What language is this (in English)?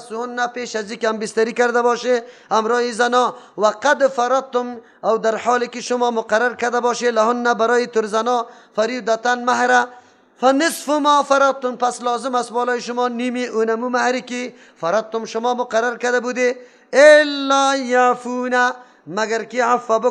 Persian